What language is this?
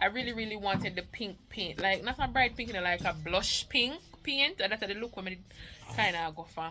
Jamaican Creole English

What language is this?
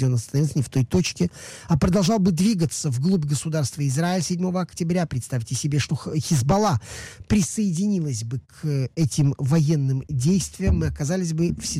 Russian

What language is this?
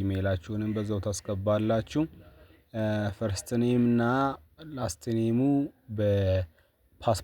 Amharic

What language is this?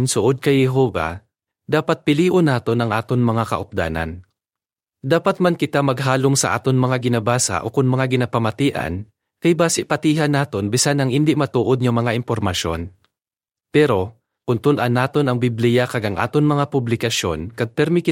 Hiligaynon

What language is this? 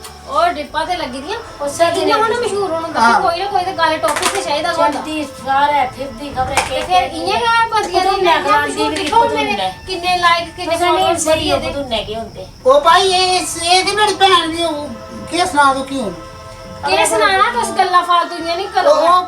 Dogri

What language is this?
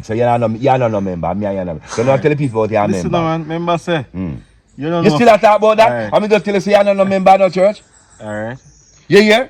Jamaican Creole English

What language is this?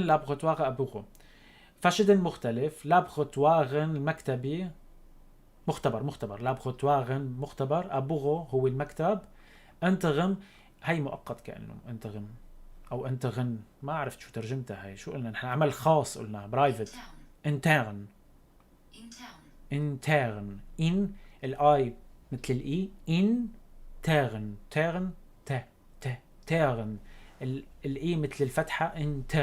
North Levantine Arabic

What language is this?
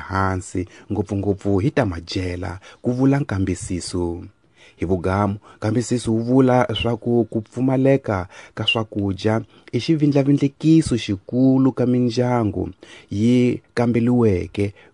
Tsonga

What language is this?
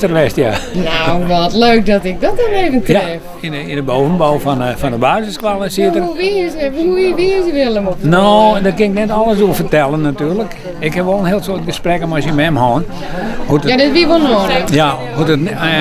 Western Frisian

